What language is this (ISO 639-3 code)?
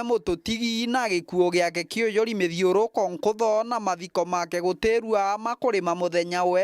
mer